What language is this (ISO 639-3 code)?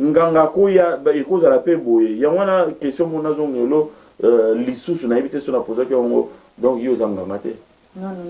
lin